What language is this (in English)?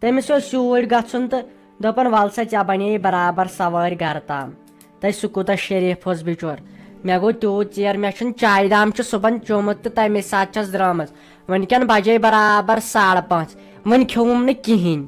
Kashmiri